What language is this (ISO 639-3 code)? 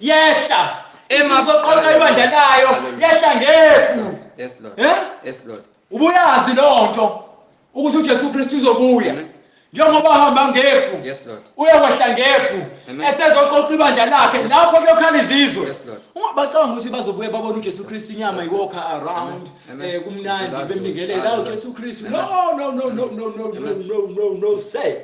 zul